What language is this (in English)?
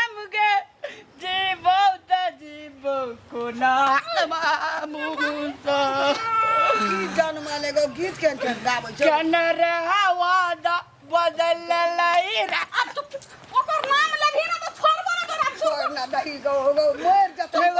Maithili